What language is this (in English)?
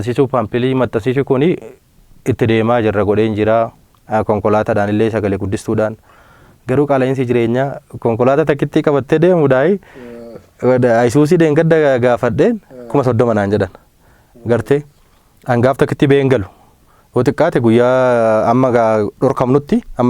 Oromo